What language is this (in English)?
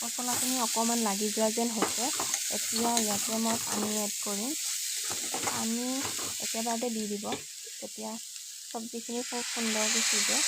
Assamese